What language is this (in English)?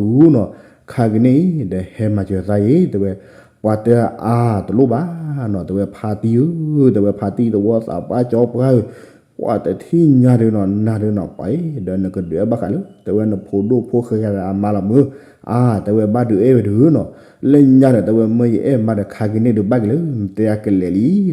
S'gaw Karen